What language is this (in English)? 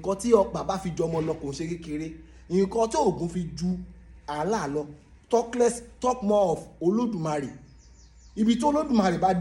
Yoruba